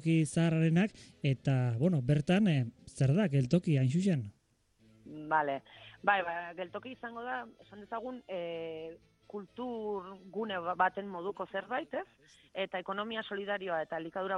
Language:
Basque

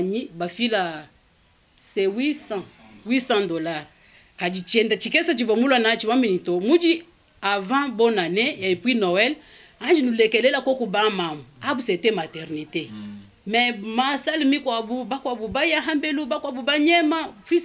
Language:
Luba-Lulua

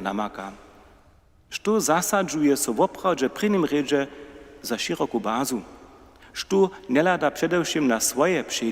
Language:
Upper Sorbian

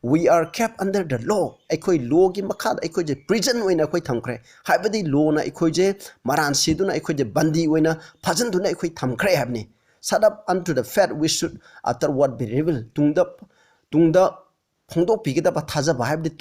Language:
Manipuri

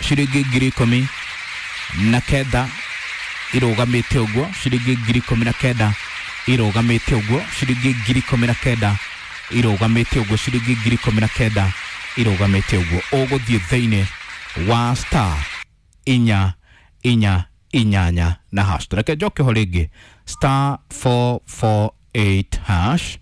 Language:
Kikuyu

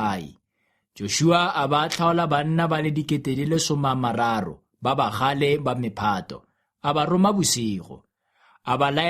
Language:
Tswana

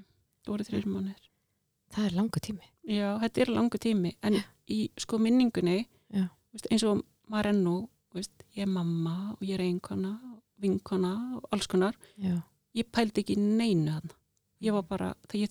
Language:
Icelandic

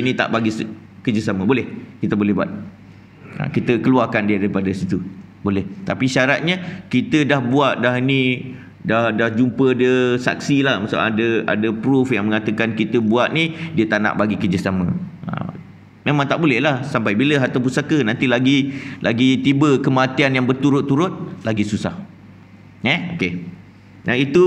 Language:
Malay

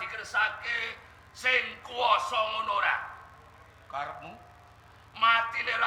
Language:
Javanese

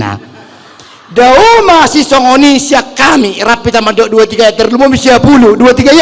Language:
Batak Toba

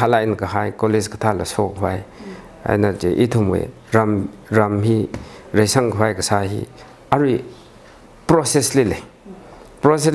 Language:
Tangkhul Naga (India)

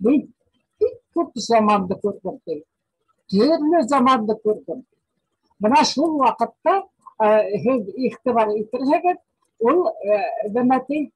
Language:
Bashkir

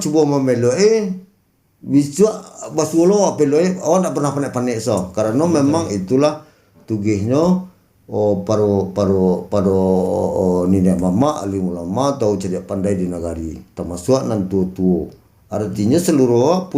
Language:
Minangkabau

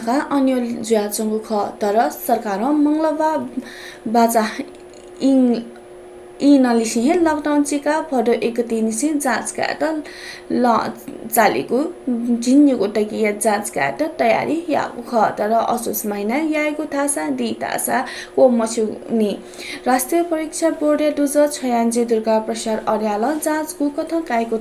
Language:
Newari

